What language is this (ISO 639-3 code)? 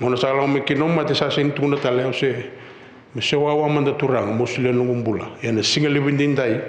fij